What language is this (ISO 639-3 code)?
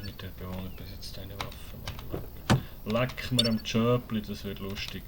gsw